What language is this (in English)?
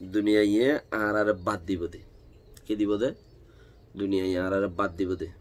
Rohingya